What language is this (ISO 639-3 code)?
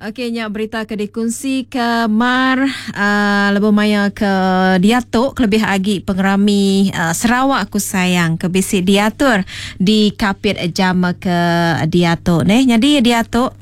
iba